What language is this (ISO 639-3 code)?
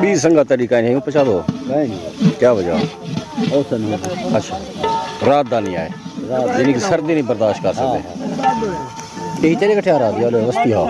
skr